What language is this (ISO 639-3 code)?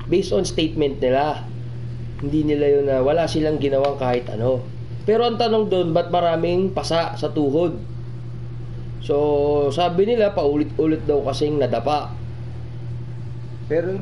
fil